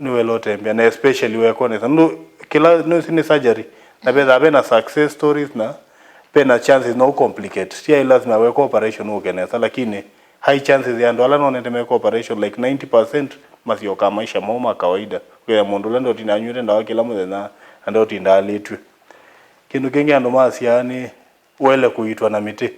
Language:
Kamba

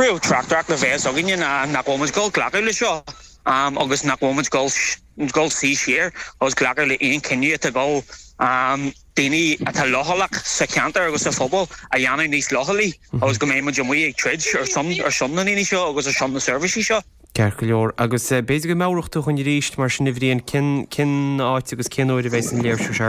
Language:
Irish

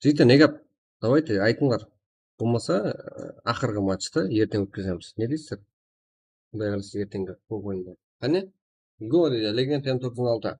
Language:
Kara-Kalpak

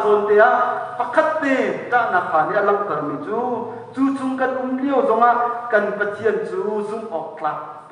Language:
Hakha Chin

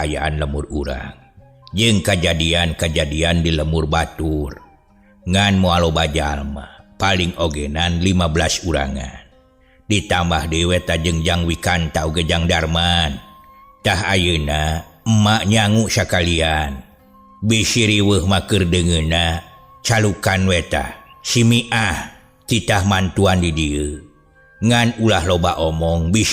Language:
Sundanese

